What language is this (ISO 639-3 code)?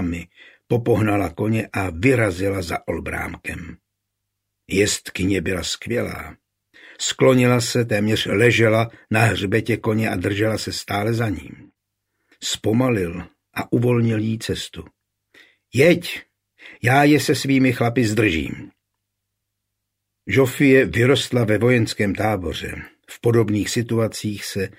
ces